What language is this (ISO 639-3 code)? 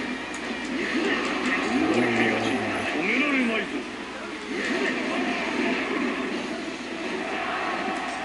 jpn